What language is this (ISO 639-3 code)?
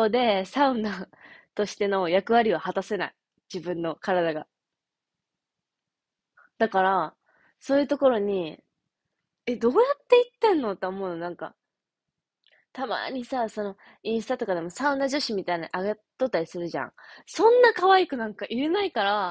jpn